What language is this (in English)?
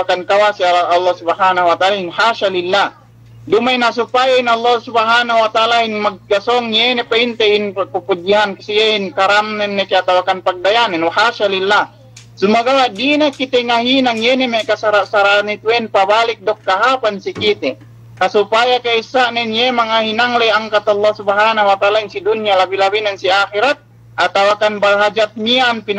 Yakan